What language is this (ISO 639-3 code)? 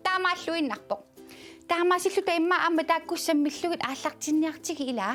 kal